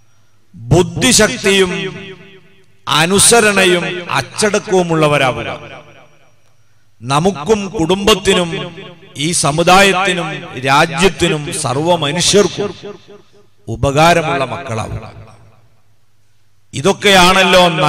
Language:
Malayalam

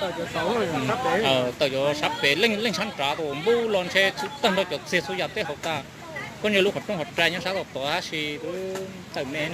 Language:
Hmong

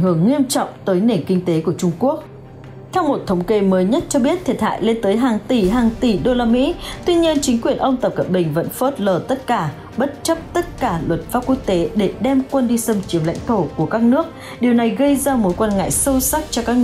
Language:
Vietnamese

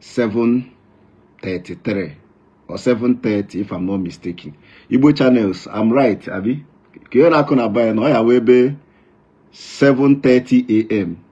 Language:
Igbo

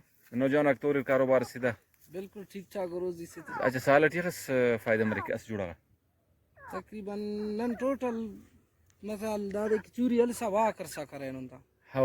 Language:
Brahui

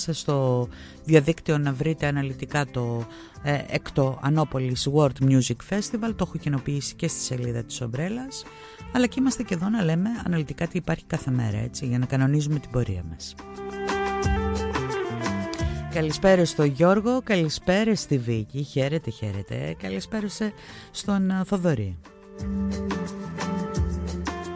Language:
Greek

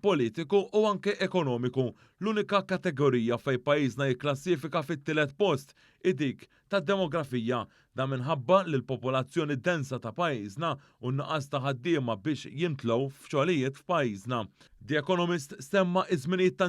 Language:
Maltese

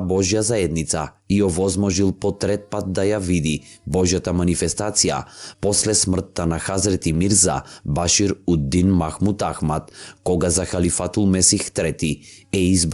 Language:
Macedonian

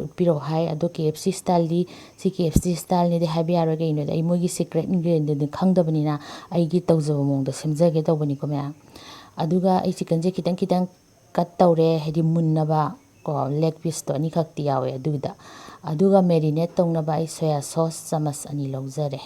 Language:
Manipuri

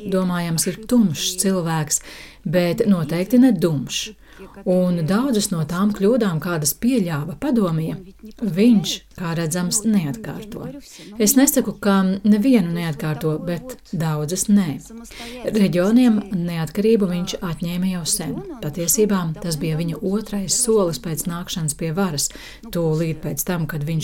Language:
Latvian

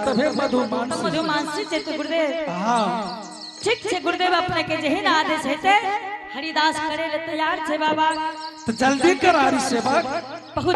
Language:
Angika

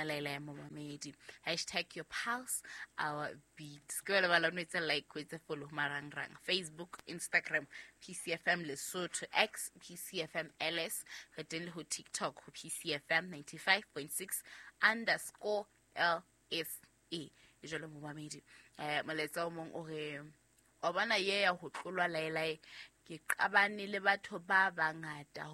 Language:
Southern Sotho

